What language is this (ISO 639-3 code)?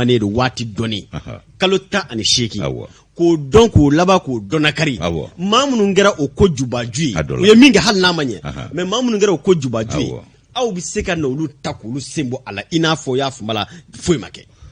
bam